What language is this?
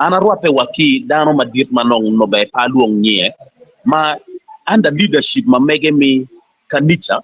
Acoli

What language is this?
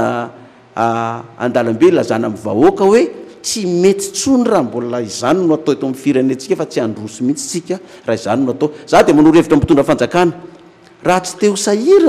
Malagasy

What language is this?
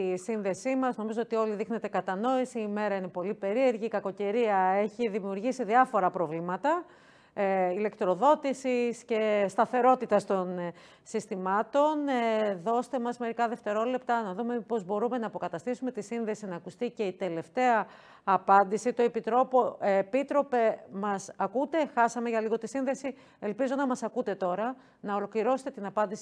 Greek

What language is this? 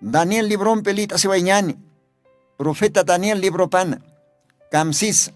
Aymara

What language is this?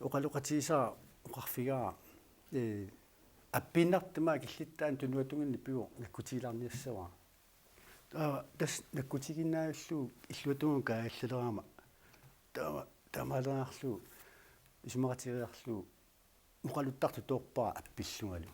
Kalaallisut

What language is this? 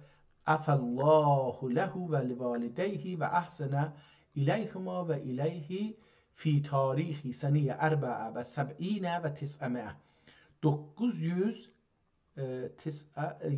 South Azerbaijani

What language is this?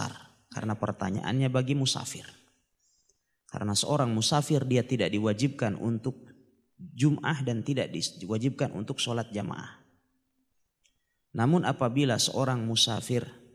Indonesian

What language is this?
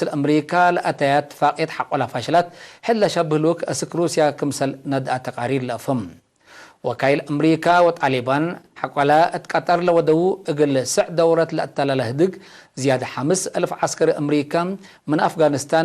Tigre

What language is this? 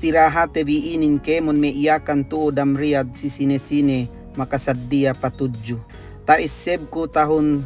Yakan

